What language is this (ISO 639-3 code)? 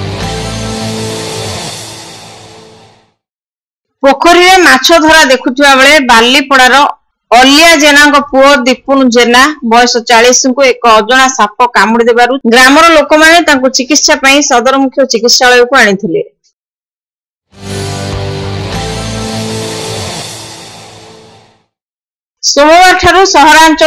ori